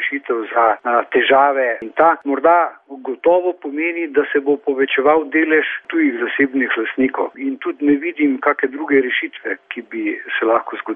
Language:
Slovenian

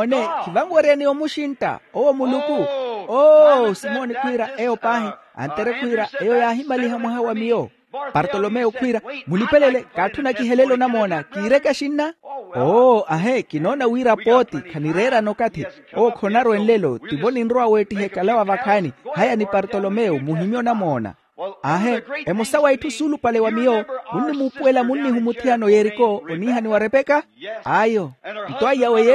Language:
Makhuwa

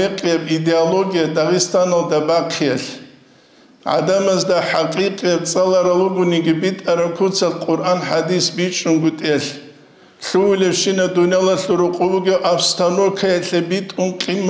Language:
Avaric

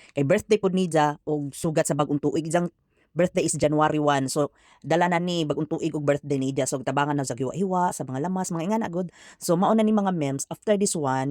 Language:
Cebuano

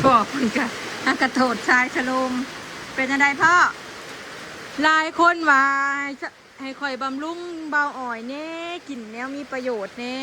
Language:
Northeastern Thai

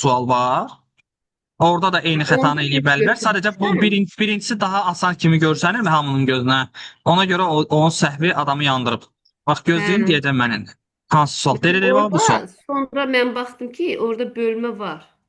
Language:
Azerbaijani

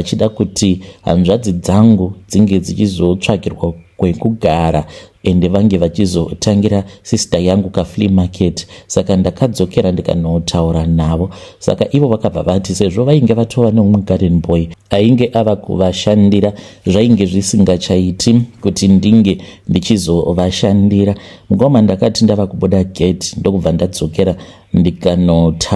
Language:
Shona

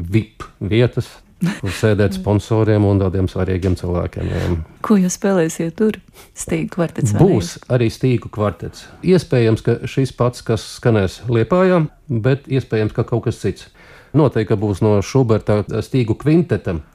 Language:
Latvian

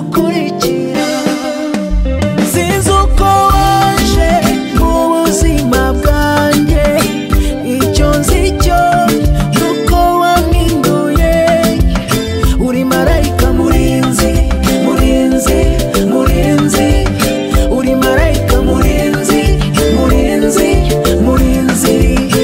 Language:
Kinyarwanda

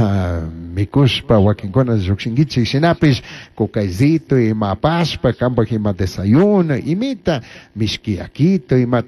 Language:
Chimborazo Highland Quichua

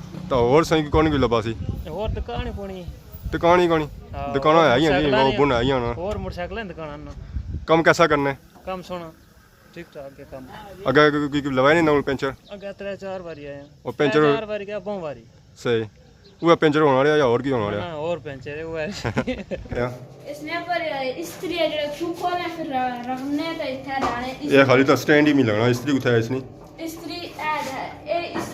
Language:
Pahari-Potwari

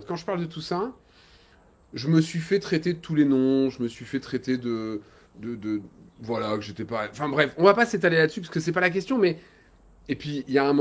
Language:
French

